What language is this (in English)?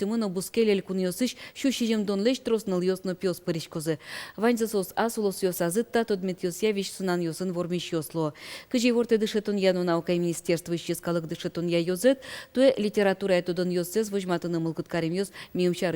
Udmurt